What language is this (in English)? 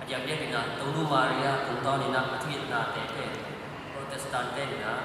Tedim Chin